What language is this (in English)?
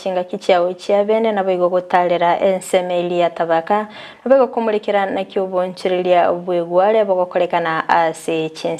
Gusii